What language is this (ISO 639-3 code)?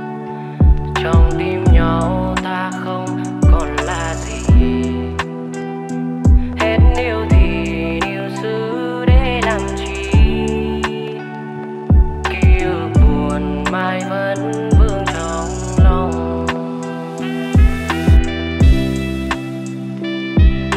vie